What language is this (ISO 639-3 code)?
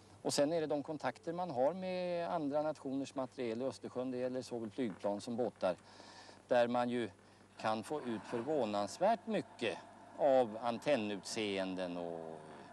swe